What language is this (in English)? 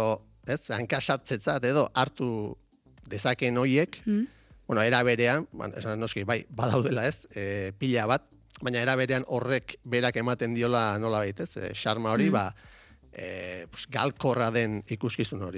Basque